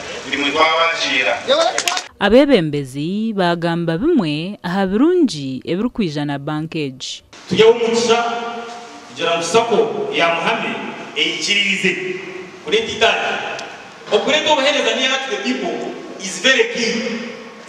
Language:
Nyankole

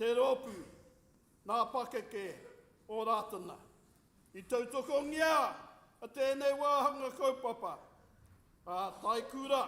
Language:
Māori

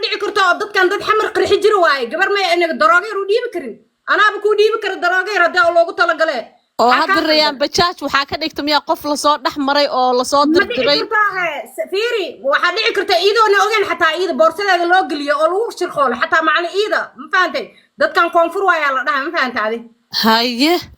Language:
Somali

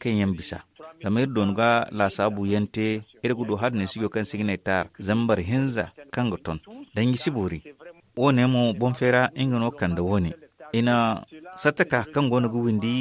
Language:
Zarma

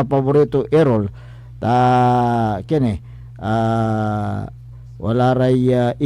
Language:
Pangasinan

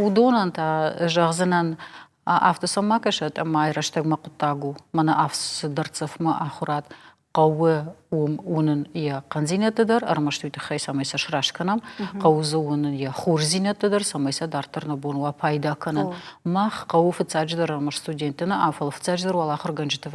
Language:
Ossetic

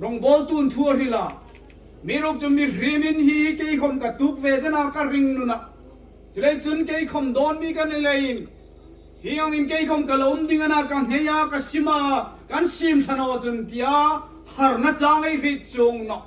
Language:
Hmar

